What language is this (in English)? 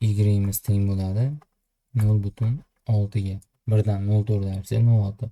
Uzbek